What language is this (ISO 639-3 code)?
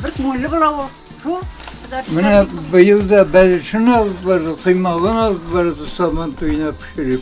tat